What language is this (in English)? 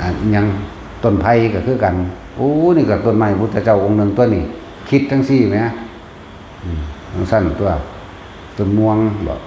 Lao